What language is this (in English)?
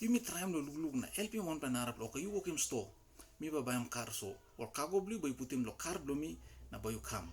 Tok Pisin